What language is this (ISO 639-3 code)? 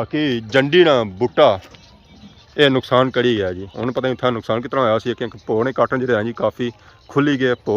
phr